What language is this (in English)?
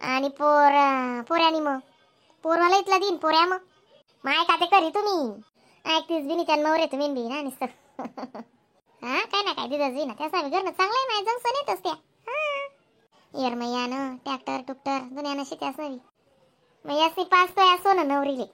Khandesi